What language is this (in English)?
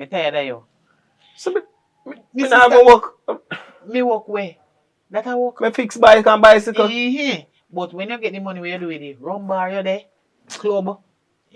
Jamaican Creole English